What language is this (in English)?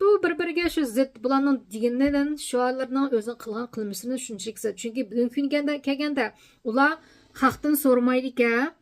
Uyghur